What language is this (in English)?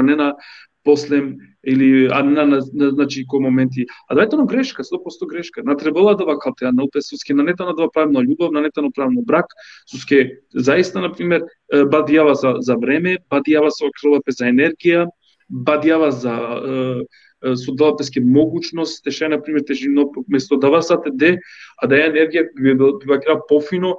Balkan Romani